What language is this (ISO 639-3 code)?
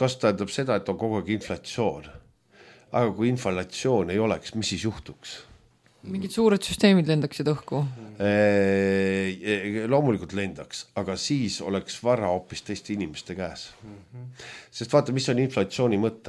est